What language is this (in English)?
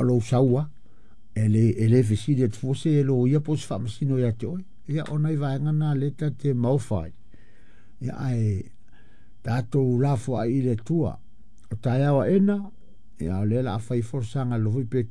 Samoan